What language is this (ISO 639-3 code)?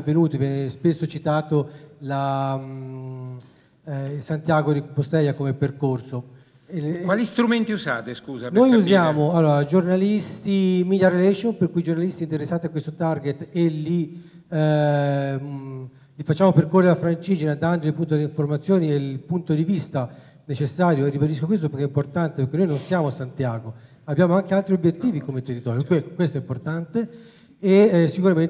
ita